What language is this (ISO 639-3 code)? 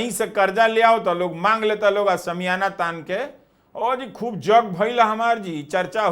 bho